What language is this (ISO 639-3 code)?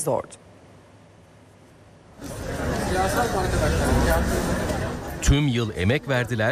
tur